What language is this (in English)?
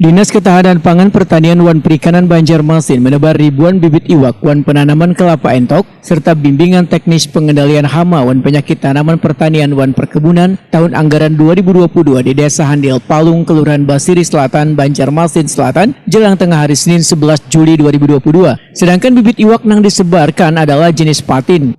Banjar